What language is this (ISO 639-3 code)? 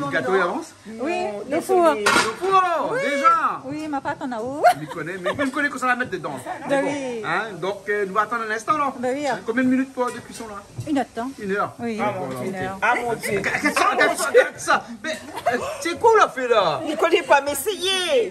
rcf